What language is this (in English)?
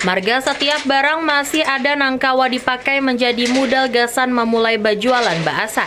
Banjar